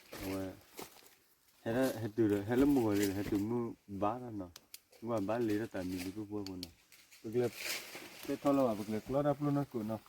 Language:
S'gaw Karen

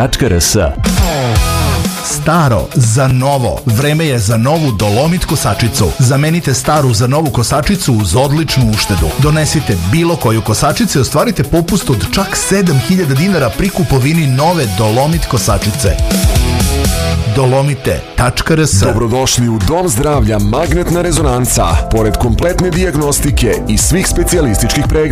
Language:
Serbian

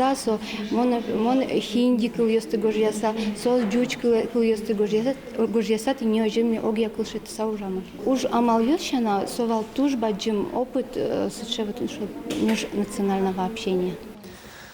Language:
Udmurt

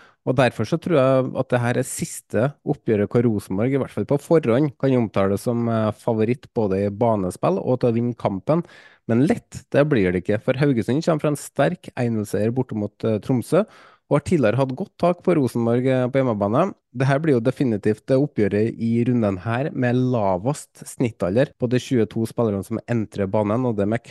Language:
Norwegian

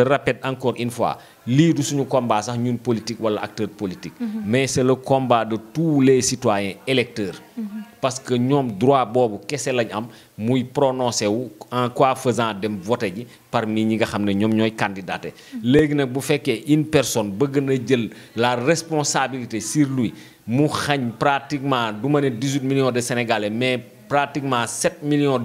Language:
Wolof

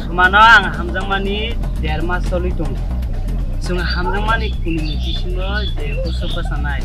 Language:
Kok Borok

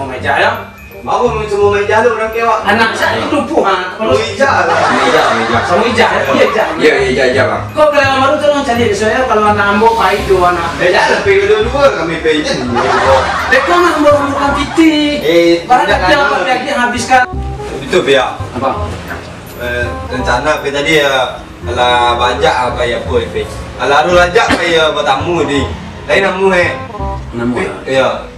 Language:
Minangkabau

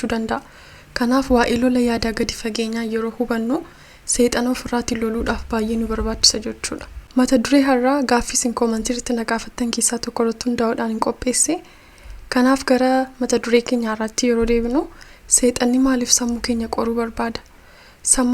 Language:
Oromo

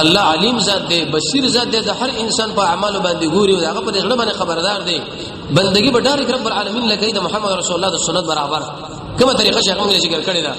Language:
Pashto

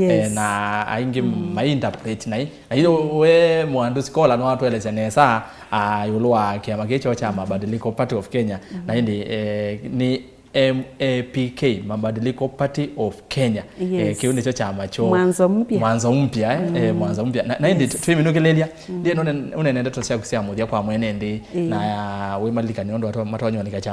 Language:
Kamba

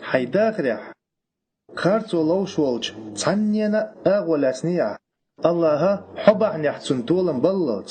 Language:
Chechen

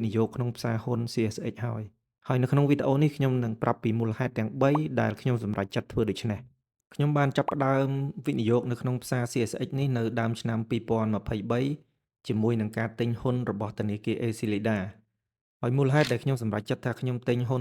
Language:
Khmer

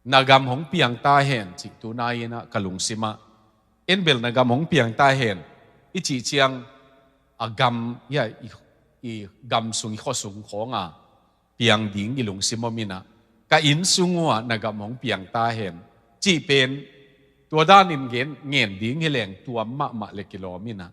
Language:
Tedim Chin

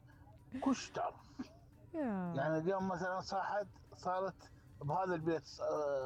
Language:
Mesopotamian Arabic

